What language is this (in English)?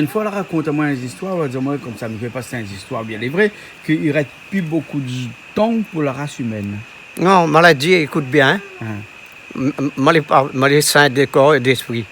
Réunion Creole French